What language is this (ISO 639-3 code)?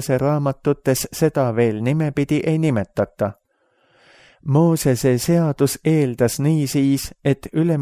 est